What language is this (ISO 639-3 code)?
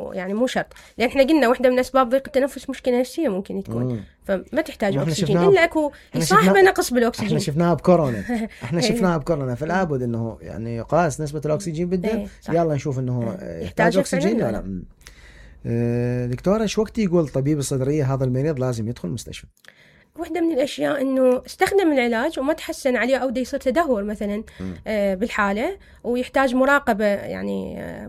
acm